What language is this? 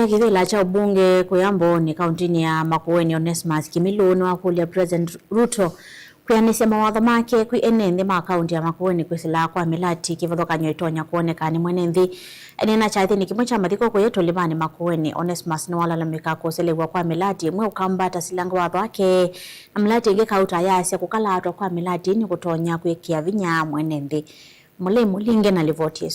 Kamba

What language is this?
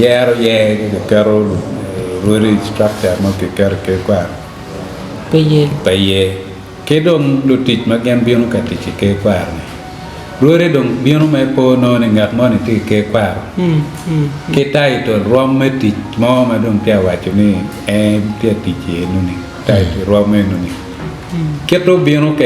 Acoli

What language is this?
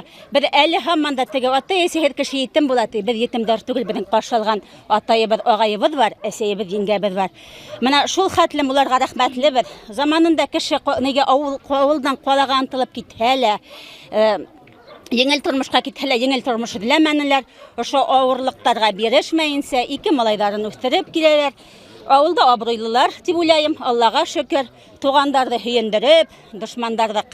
Bashkir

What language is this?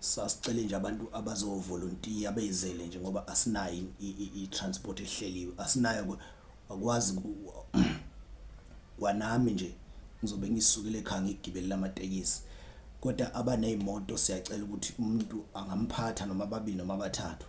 Zulu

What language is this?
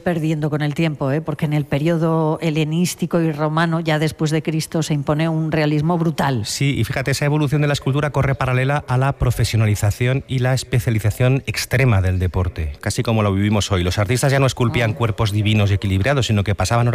Spanish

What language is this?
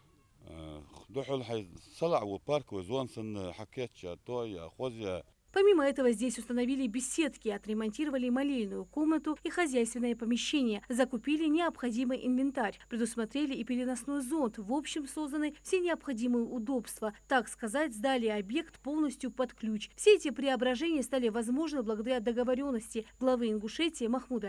Ingush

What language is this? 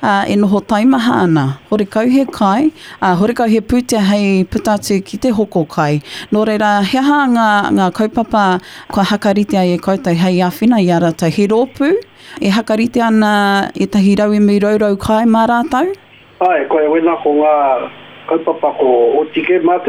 Māori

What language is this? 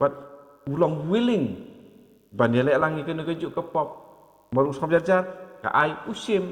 Khasi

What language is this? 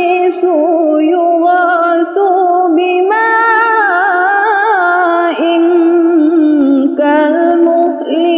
Arabic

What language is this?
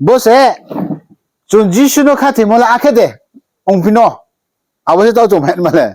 Riang (India)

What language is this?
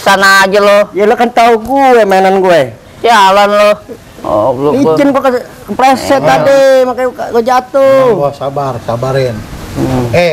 Betawi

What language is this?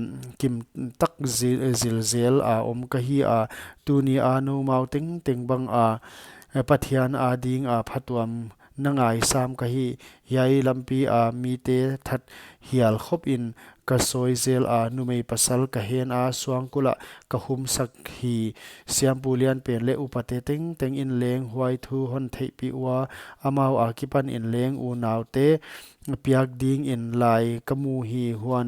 Paite Chin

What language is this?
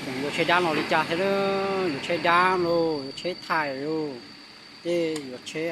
Hmong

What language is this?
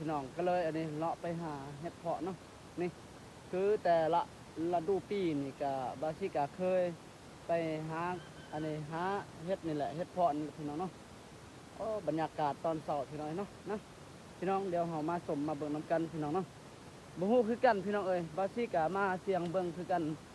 Lao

